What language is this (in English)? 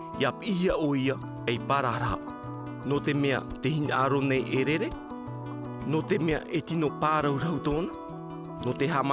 Tahitian